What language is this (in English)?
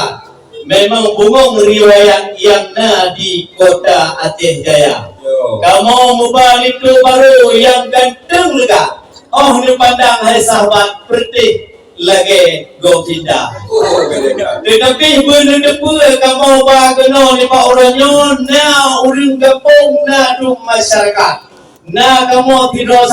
Achinese